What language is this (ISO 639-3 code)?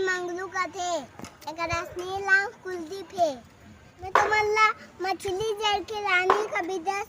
hne